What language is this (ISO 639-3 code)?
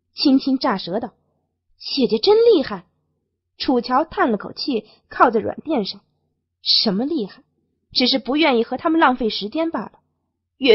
zho